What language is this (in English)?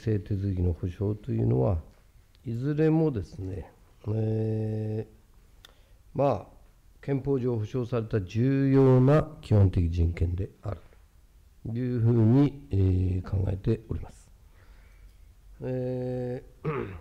Japanese